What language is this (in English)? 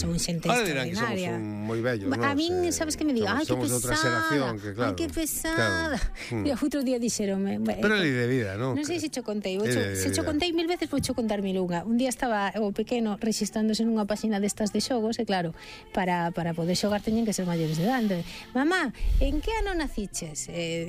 Galician